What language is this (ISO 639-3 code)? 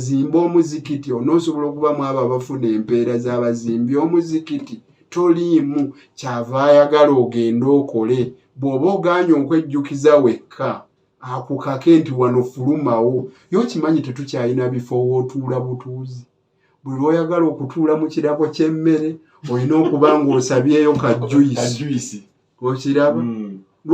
lug